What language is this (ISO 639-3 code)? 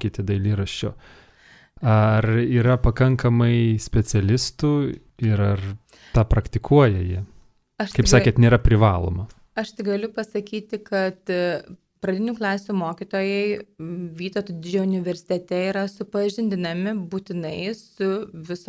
lit